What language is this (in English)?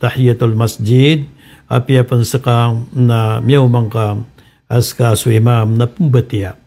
Maranao